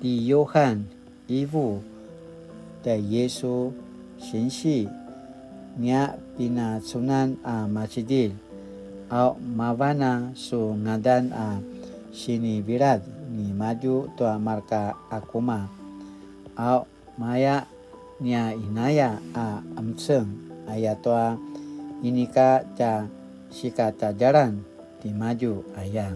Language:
Paiwan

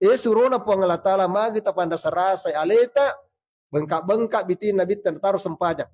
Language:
Buginese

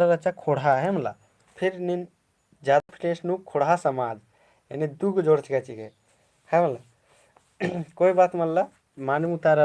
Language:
Kurukh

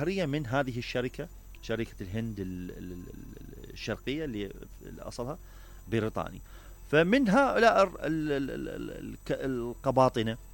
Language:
Mesopotamian Arabic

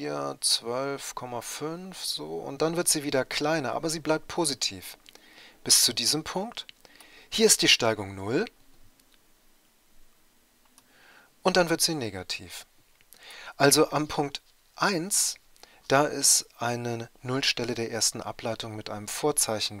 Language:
German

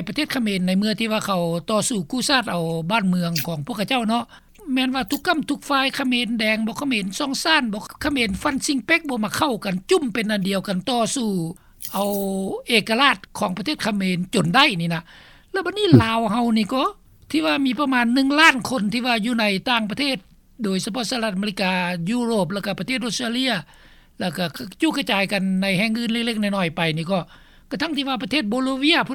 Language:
Lao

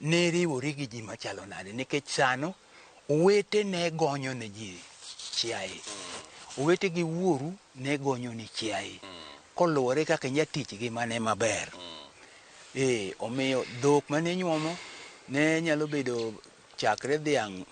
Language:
Luo (Kenya and Tanzania)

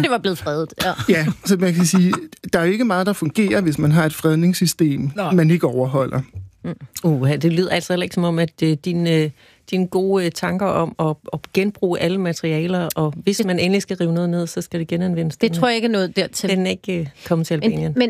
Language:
Danish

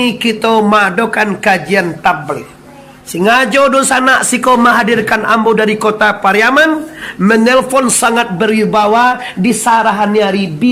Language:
Minangkabau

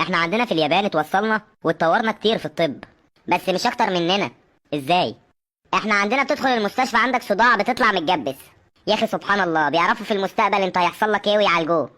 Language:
Egyptian Arabic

